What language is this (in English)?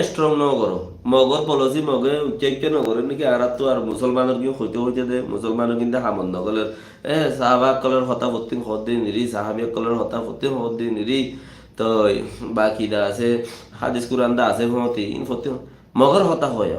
Rohingya